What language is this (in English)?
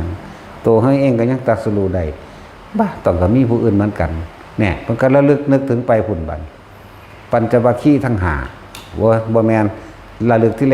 Northeastern Thai